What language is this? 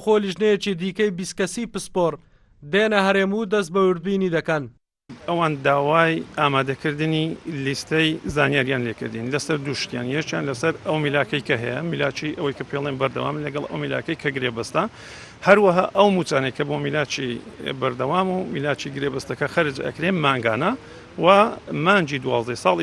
Central Kurdish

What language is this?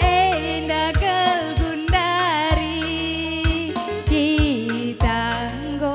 Batak Karo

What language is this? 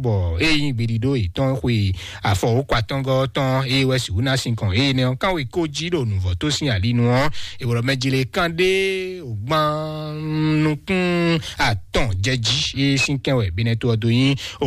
Fon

